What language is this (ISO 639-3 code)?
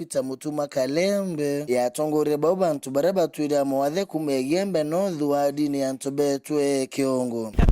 mer